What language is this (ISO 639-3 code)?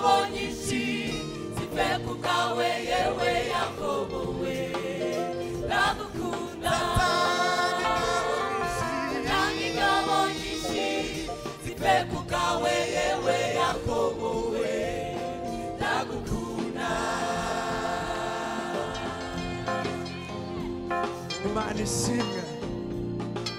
kin